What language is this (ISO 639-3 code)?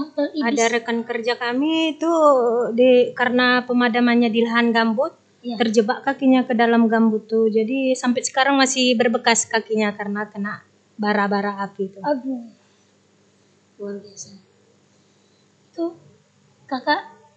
ind